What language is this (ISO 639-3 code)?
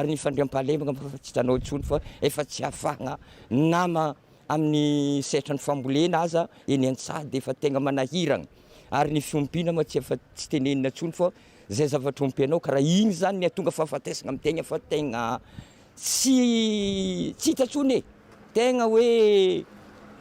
mlg